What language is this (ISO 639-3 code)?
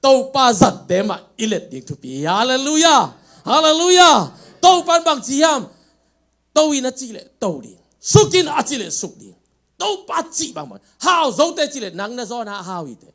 ctd